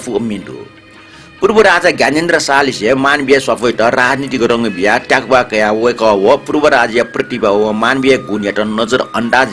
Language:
Newari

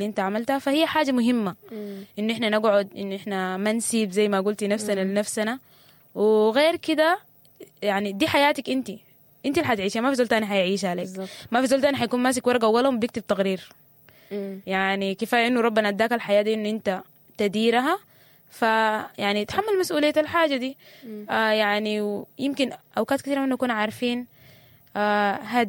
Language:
Sudanese Arabic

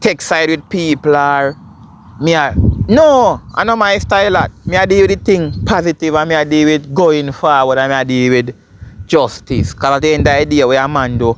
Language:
Jamaican Creole English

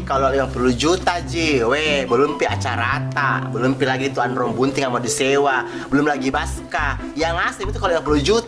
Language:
Makassar Malay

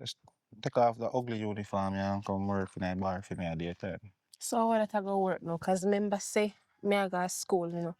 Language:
Jamaican Creole English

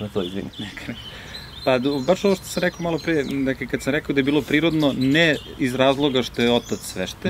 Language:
Serbian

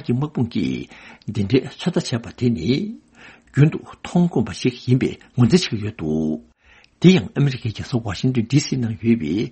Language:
Tibetan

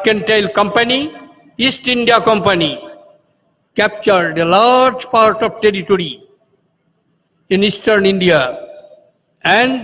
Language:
English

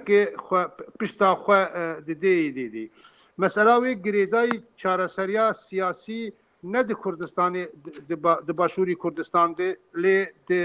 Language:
Kurdish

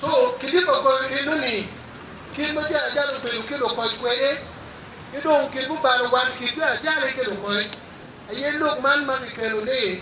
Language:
Acoli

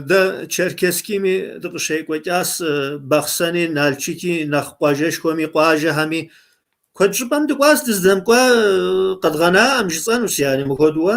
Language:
Kabardian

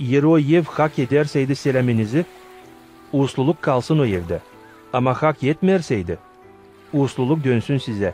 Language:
Gagauz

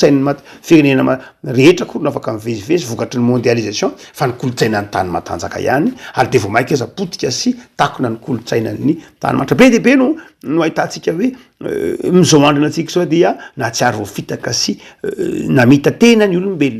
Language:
Malagasy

